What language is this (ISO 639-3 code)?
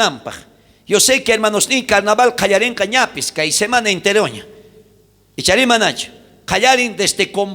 quh